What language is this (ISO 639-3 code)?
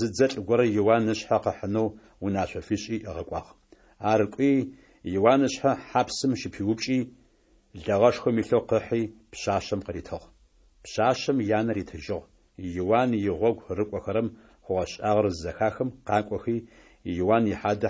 ady